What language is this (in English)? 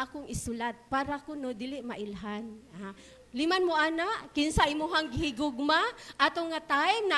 Cebuano